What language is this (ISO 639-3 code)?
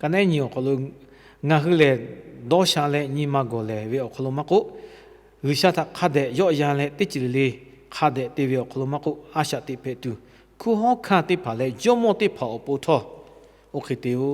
lhu